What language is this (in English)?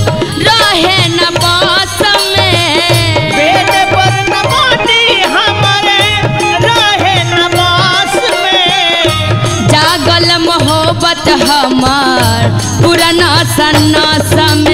Bhojpuri